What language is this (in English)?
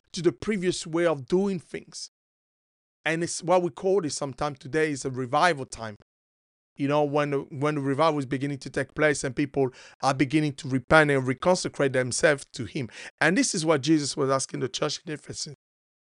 English